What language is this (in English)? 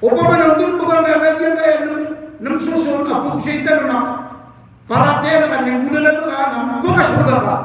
Maranao